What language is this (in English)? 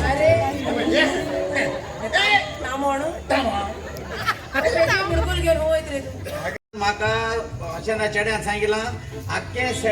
Konkani